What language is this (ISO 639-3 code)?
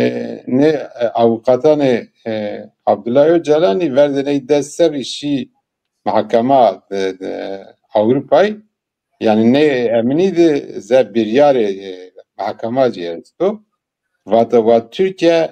zza